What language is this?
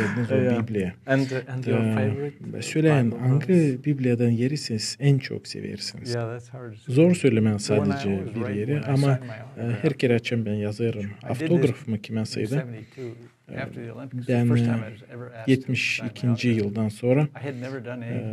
Gagauz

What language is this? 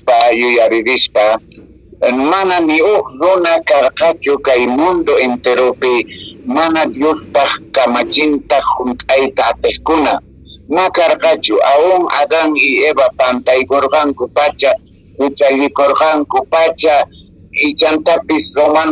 Quechua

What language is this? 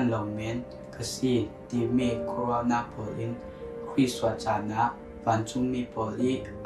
Falam Chin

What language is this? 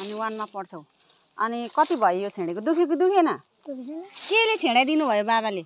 Nepali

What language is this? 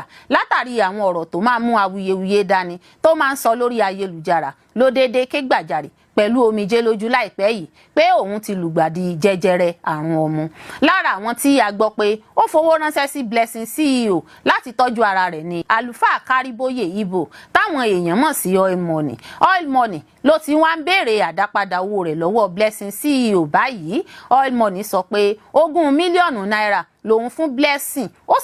Yoruba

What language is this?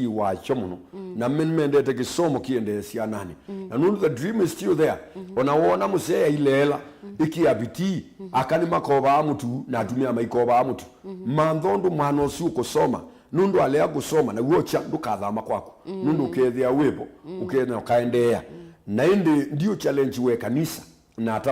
Kamba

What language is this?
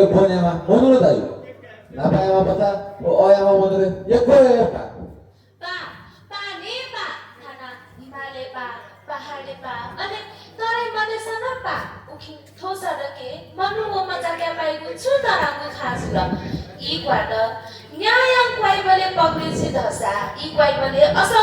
Newari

